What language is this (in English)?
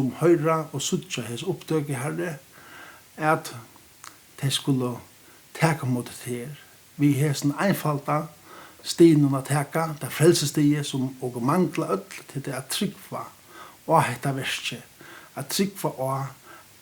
Faroese